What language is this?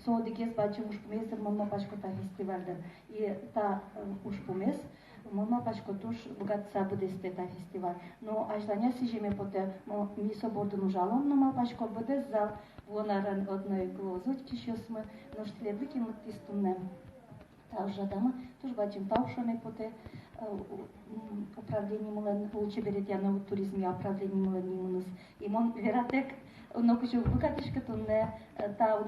Udmurt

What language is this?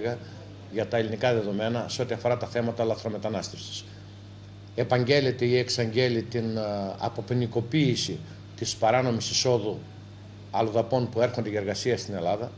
Greek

